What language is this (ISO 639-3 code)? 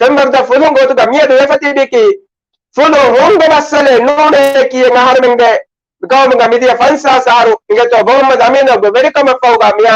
div